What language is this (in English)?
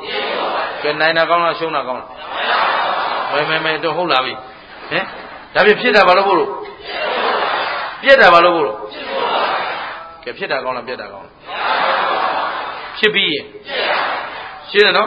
Burmese